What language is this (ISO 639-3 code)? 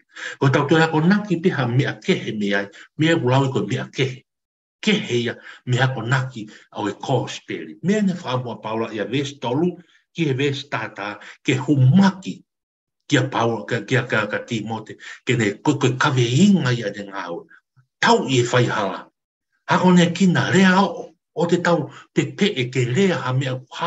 ton